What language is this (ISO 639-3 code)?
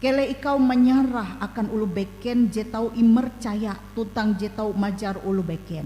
nij